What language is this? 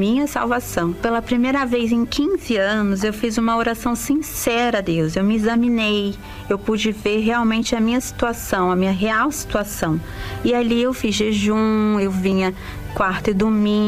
Portuguese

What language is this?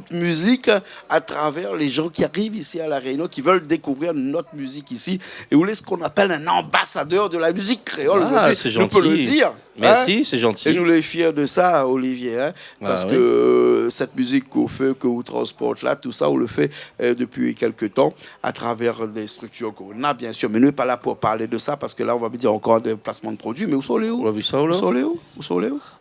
Réunion Creole French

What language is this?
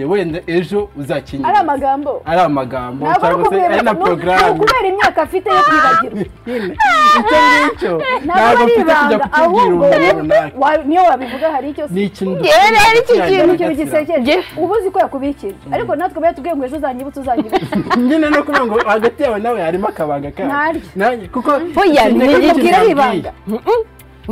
Kinyarwanda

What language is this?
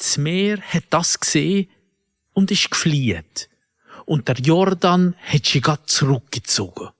Swiss German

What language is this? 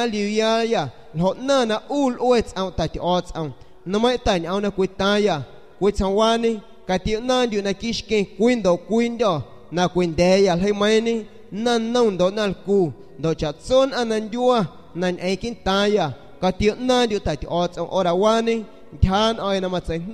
San Pedro Amuzgos Amuzgo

